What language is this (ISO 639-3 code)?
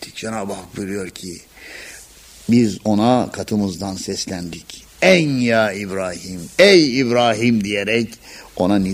tur